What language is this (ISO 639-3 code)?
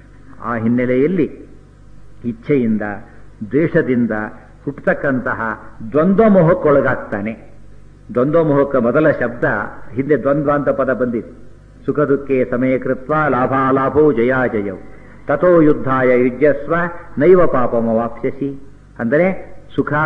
kan